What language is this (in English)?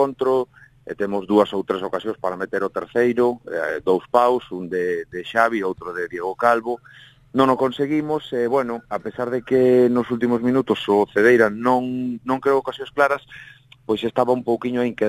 Galician